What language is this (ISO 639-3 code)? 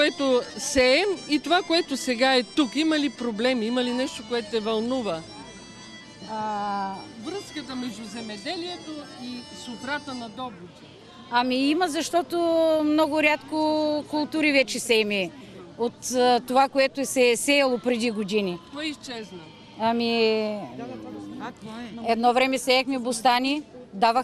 bul